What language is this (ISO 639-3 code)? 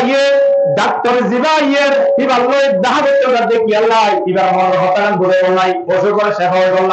rhg